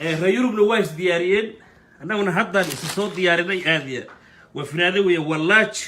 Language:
Somali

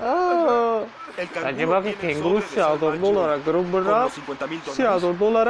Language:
Tajik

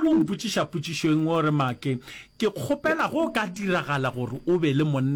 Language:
Northern Sotho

